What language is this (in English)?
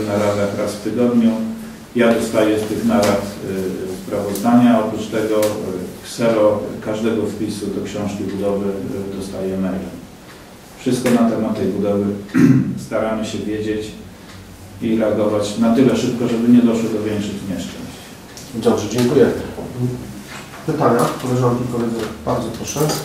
Polish